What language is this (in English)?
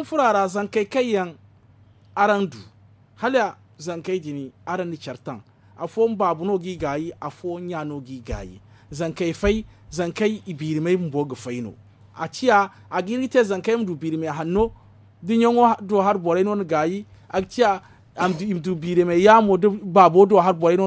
Zarma